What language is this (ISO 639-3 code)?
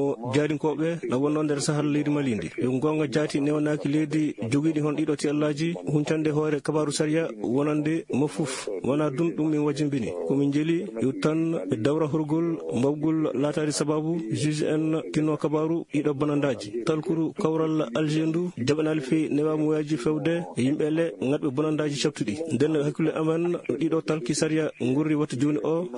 ful